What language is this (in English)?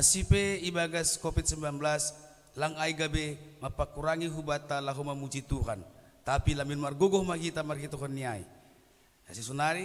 Batak Simalungun